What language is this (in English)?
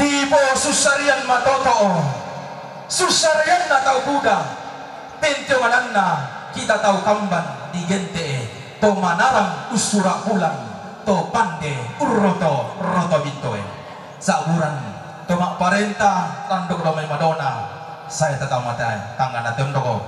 Toraja-Sa'dan